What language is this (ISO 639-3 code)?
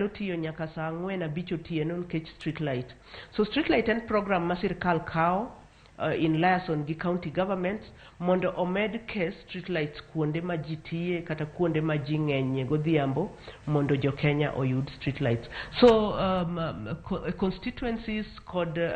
luo